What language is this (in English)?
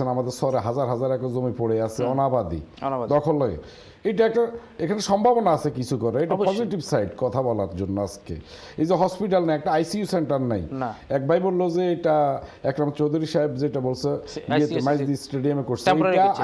Bangla